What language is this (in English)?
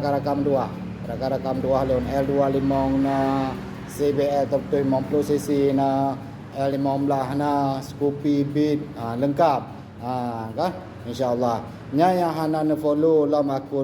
Achinese